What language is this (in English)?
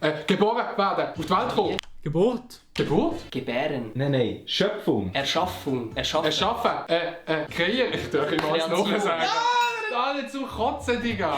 Swiss German